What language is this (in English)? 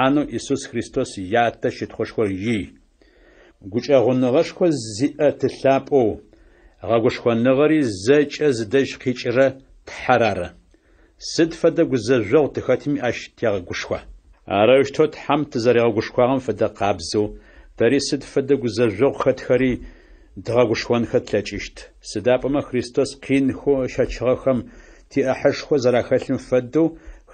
Adyghe